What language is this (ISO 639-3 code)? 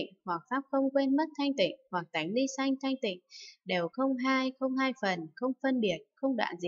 vie